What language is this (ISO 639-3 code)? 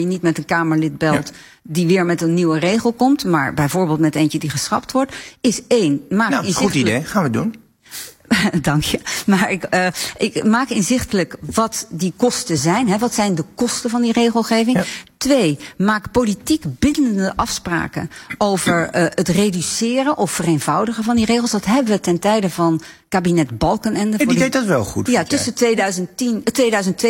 nld